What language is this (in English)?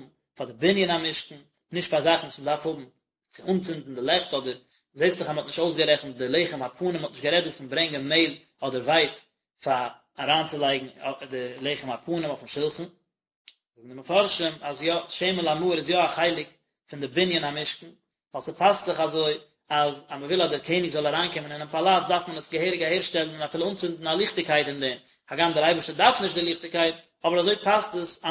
Yiddish